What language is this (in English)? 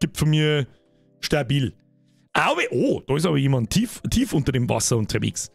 Bavarian